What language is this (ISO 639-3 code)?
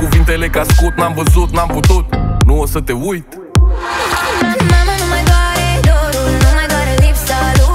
ron